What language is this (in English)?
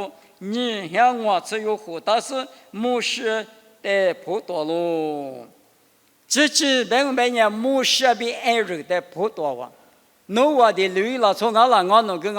Lisu